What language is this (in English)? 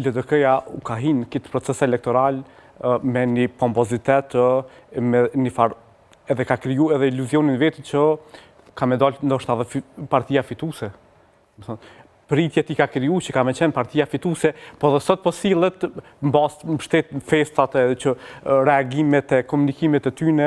Albanian